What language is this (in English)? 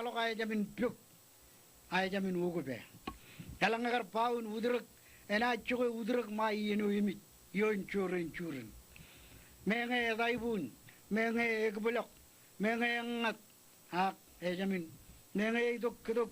Marshallese